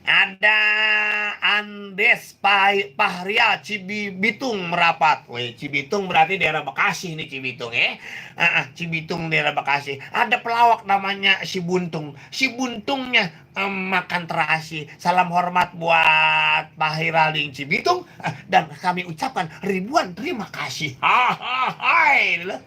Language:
Betawi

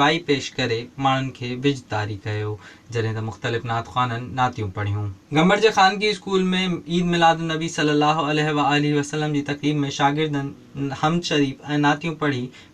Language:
Sindhi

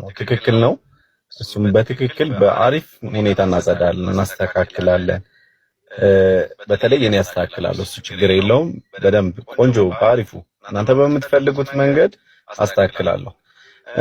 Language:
Amharic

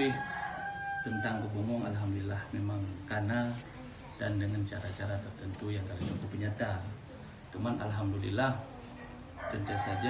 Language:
Achinese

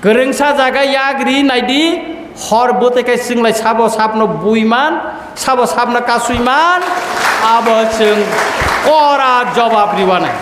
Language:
Kok Borok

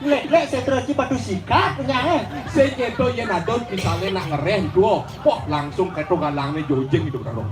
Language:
Balinese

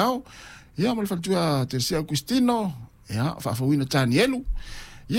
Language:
Samoan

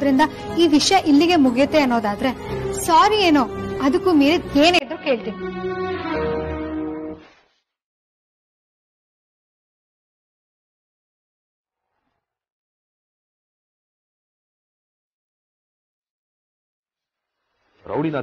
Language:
Kannada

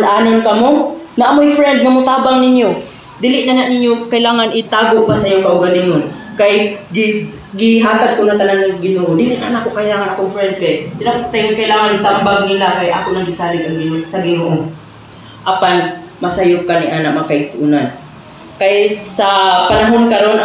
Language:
Cebuano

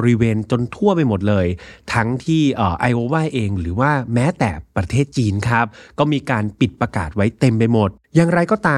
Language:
Thai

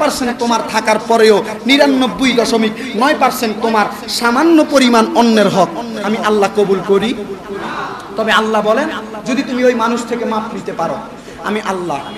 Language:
Bangla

